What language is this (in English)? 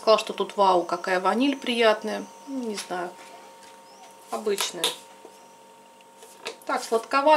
Russian